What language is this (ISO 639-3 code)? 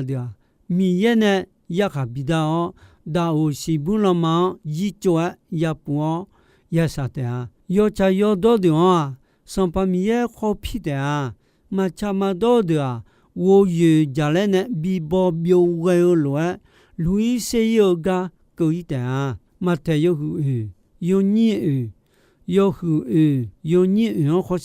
ahk